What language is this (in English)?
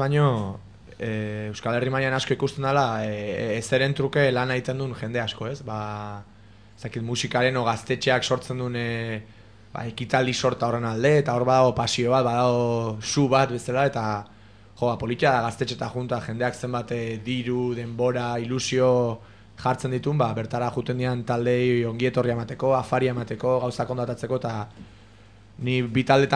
Basque